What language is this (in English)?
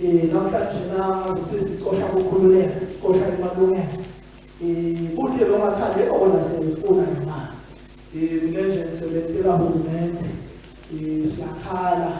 Swati